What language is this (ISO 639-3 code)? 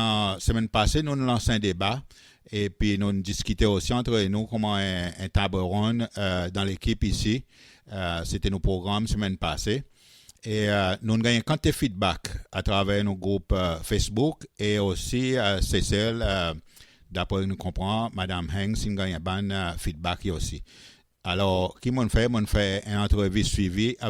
crs